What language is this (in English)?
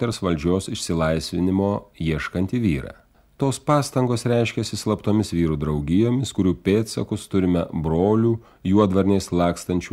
Lithuanian